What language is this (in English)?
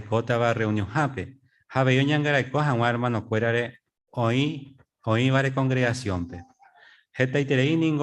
Guarani